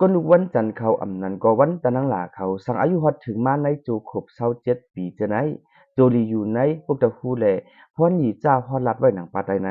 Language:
Lao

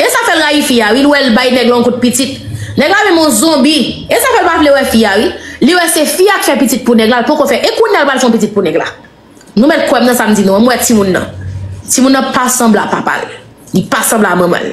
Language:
Haitian Creole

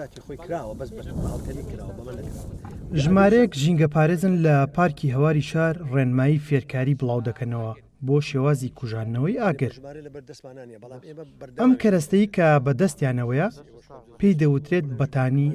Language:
Central Kurdish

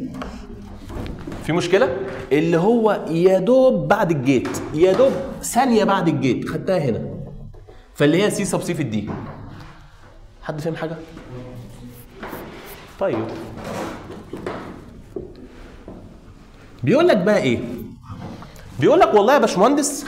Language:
Egyptian Arabic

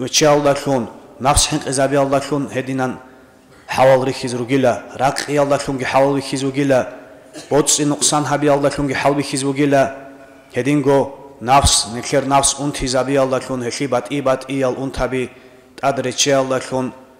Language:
Avaric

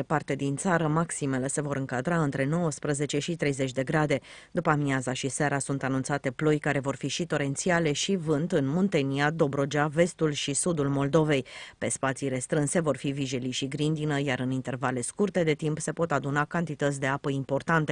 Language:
Romanian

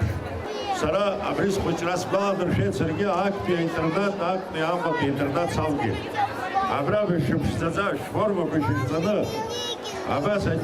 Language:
Abkhazian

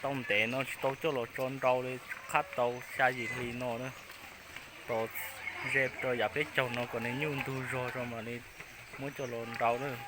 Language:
Hmong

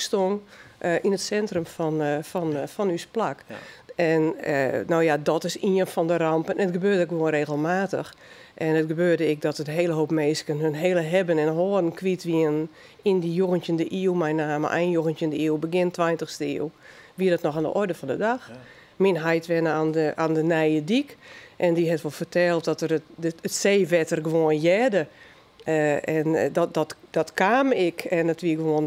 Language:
Western Frisian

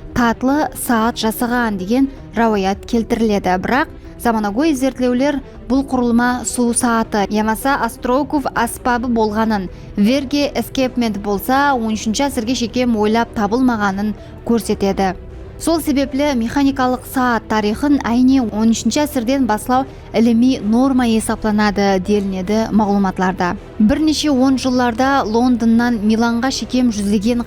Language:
Kara-Kalpak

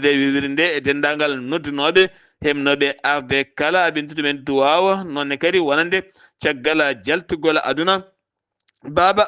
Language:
Fula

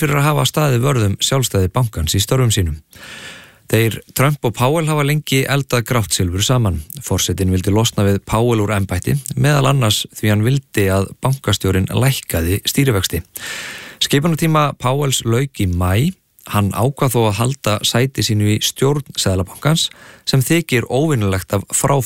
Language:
Icelandic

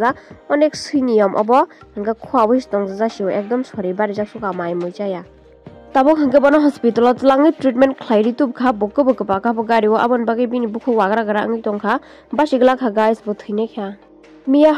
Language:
Kok Borok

